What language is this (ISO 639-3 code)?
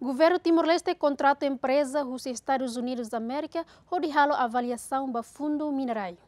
tet